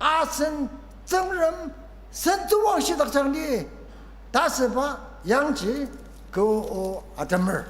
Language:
Ao Naga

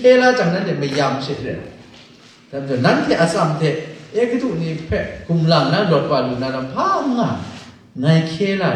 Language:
Kachin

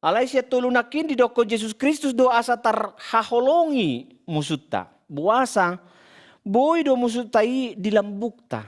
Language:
Batak Toba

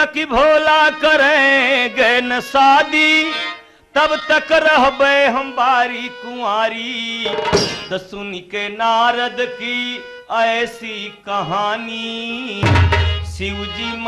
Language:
Bhojpuri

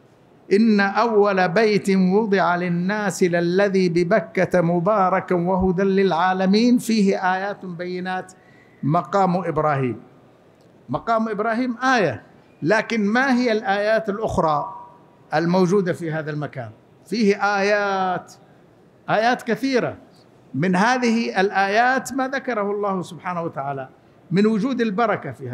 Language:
Arabic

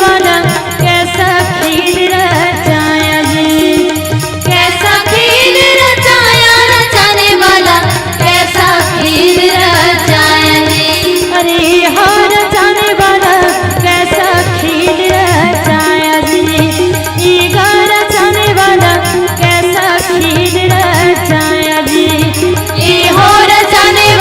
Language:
Chhattisgarhi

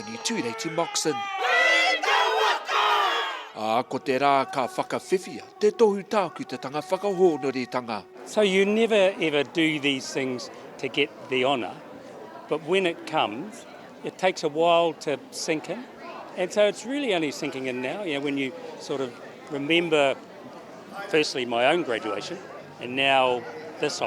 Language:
Māori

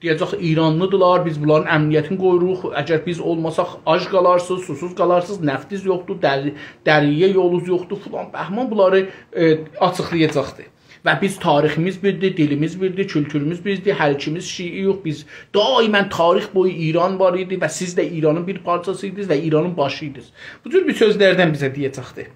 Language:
South Azerbaijani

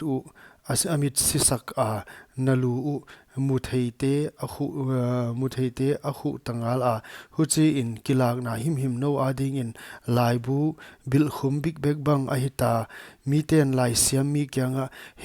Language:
Paite Chin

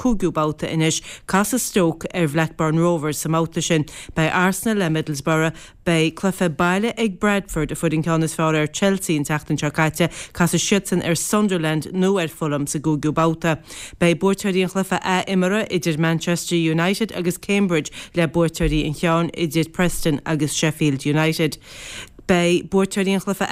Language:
Irish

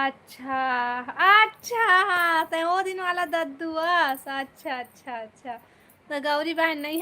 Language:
Chhattisgarhi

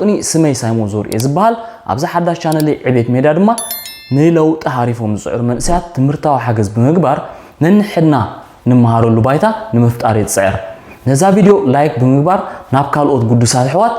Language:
Tigrinya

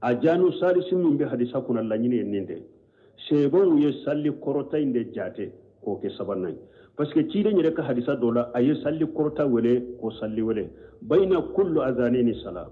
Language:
Bambara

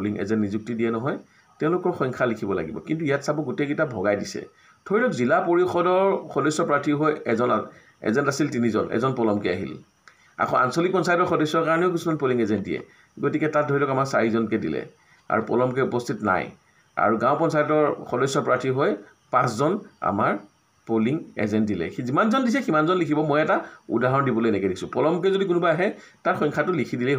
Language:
Assamese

